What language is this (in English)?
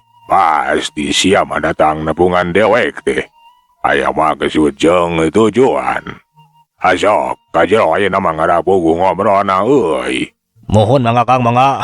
Sundanese